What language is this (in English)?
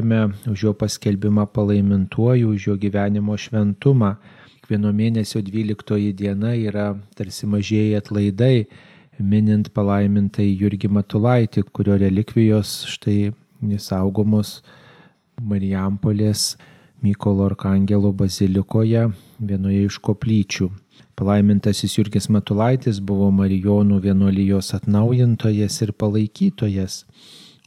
Lithuanian